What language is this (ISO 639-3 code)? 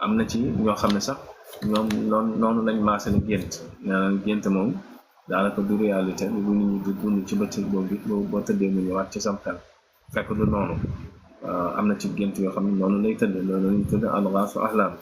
wol